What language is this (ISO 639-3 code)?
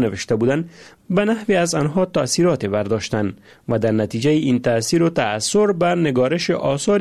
fas